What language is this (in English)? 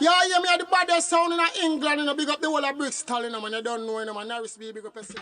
Jamaican Creole English